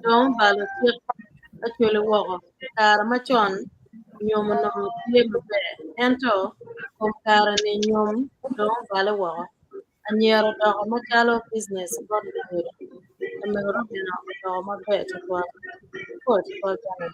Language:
Acoli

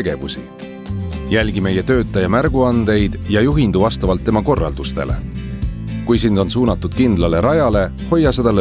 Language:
Estonian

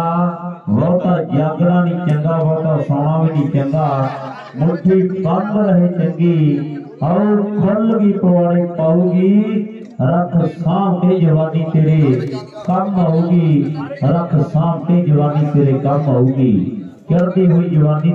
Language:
Punjabi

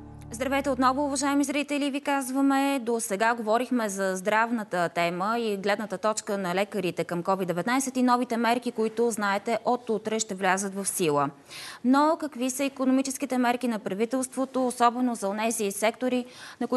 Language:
Bulgarian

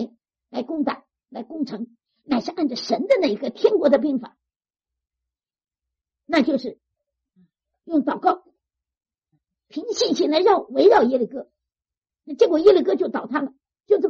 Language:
Chinese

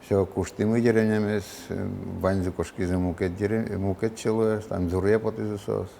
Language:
Udmurt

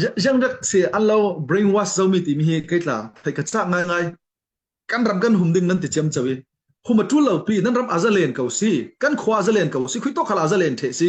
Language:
Falam Chin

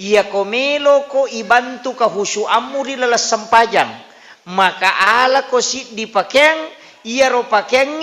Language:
Buginese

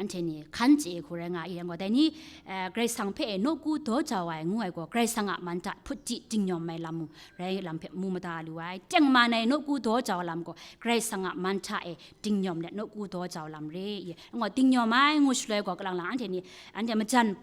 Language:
Kachin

